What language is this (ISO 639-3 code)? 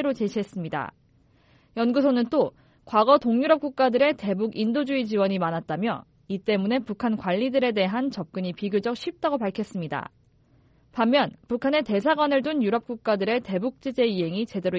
kor